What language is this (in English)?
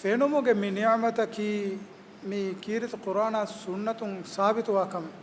Divehi